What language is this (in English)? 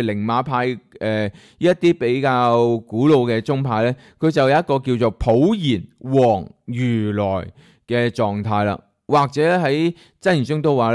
Cantonese